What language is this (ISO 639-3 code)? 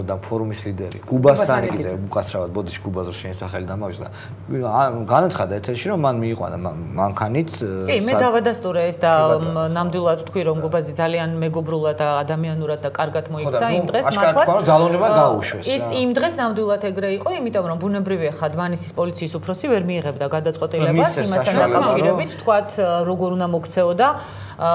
kat